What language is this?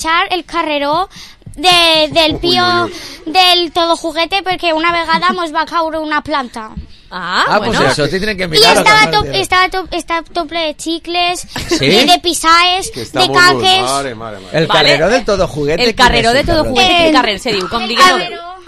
Catalan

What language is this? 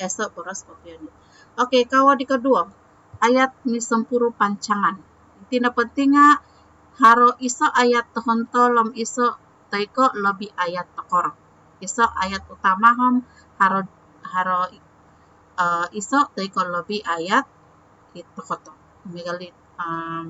Central Dusun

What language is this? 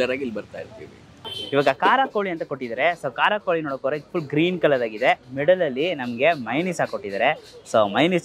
Kannada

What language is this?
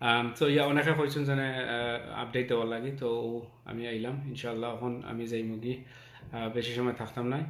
Sylheti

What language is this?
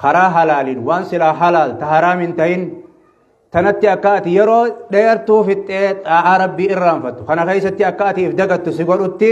Oromo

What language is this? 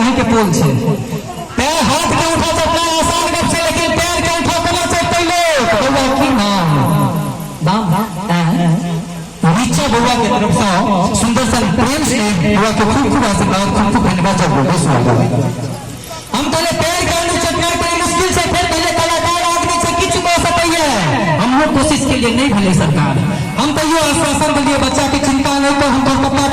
Maithili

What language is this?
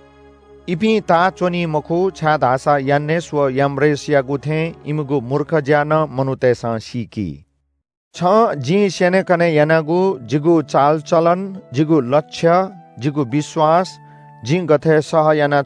Newari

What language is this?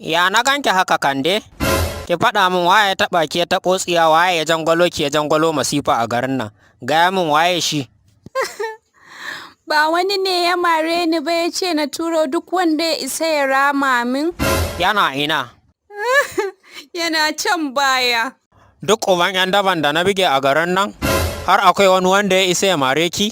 Hausa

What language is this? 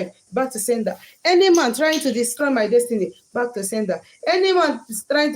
Igbo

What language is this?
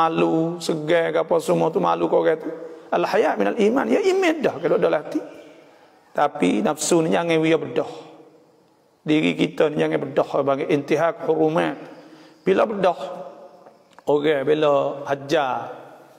Malay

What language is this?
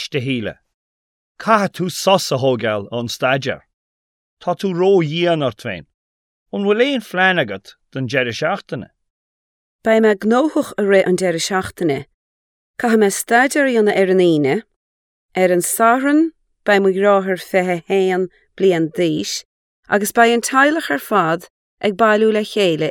Irish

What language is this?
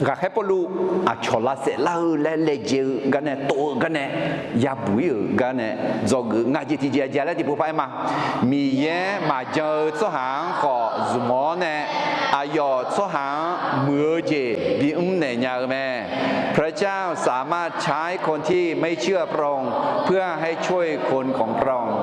Akha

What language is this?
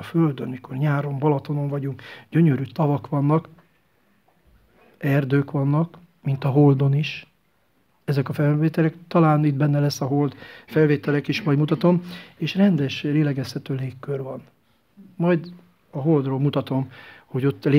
Hungarian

